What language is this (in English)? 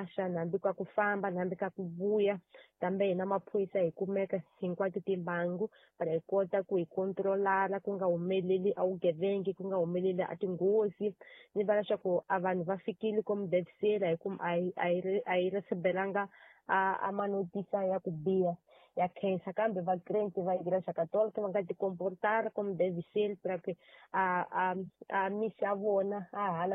Tsonga